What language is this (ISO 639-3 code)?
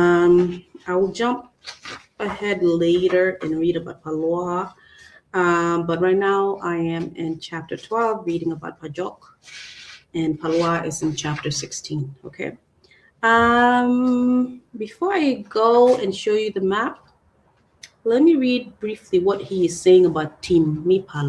ach